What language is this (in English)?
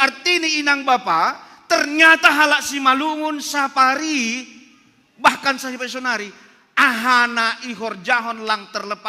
Batak Simalungun